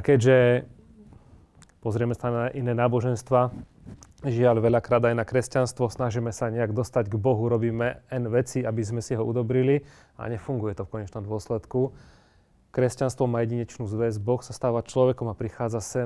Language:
Slovak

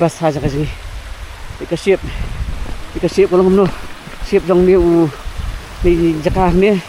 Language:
Khasi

